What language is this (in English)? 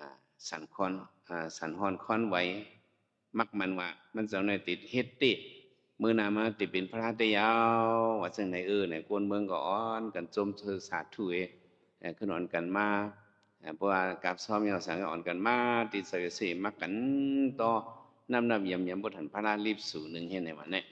Shan